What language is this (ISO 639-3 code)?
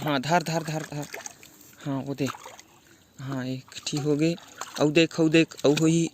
hne